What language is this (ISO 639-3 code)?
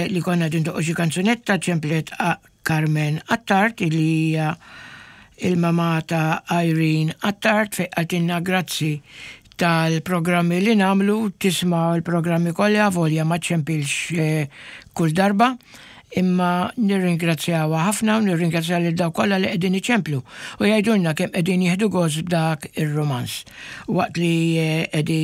mlt